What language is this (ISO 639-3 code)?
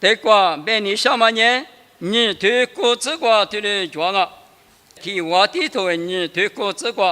lis